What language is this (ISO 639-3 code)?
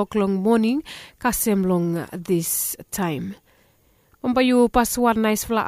bis